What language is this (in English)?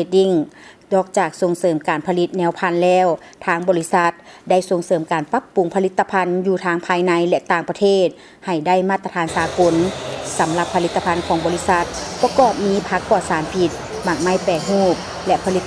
Lao